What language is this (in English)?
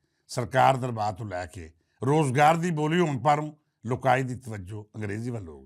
Western Panjabi